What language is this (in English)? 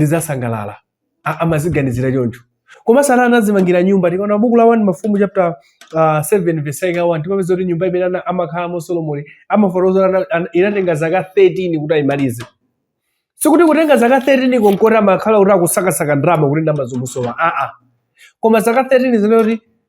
Nyanja